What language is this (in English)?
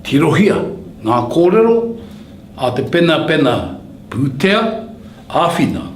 Māori